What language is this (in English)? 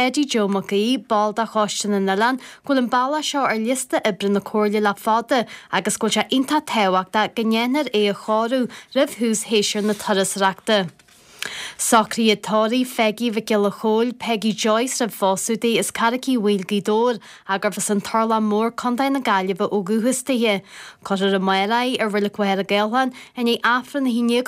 Irish